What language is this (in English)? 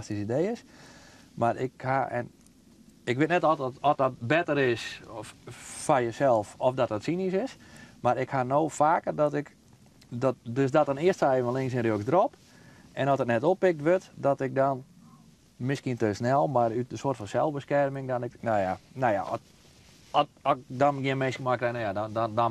Western Frisian